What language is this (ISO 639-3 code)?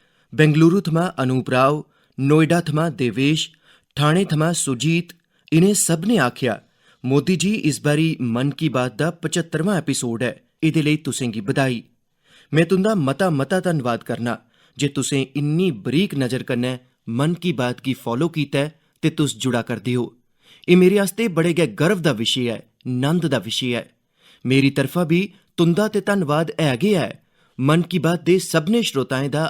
doi